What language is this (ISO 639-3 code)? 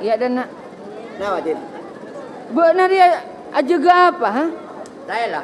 mad